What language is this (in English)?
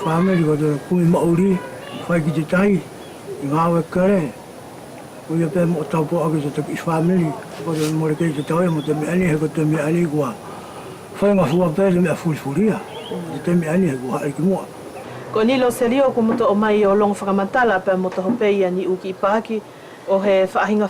Wallisian